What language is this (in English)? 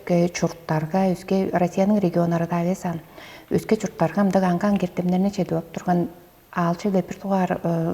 Tuvinian